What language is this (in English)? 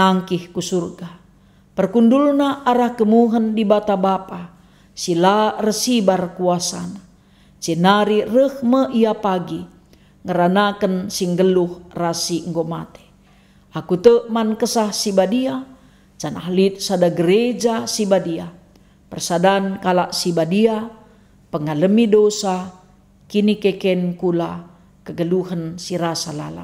Batak Karo